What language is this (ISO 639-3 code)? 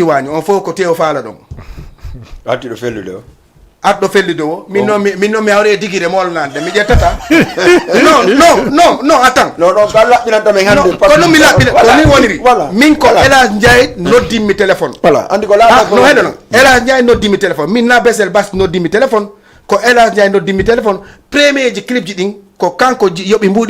ful